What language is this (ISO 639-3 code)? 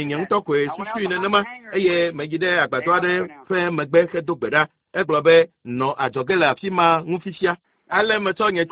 ewe